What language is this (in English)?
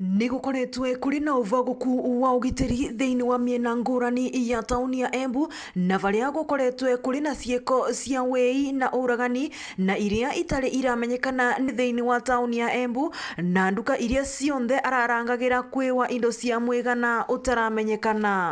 Meru